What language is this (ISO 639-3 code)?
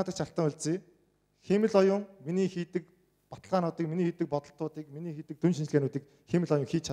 mon